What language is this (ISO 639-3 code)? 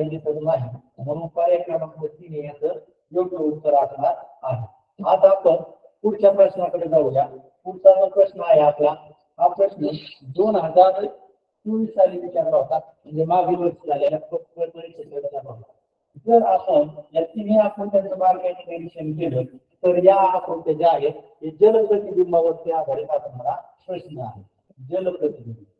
mar